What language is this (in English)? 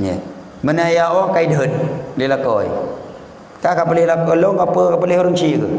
Achinese